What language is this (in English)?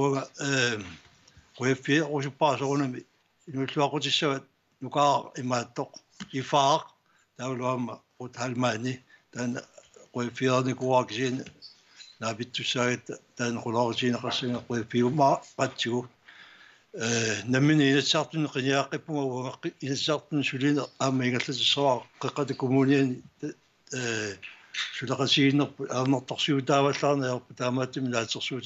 Kalaallisut